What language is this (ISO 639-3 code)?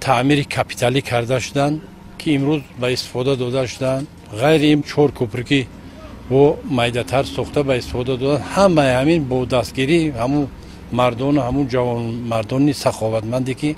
tgk